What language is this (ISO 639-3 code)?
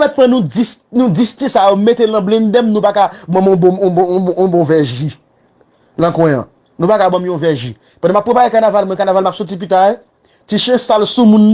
hat